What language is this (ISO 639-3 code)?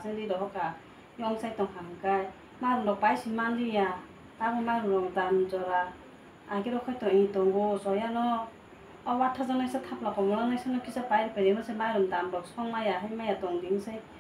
trp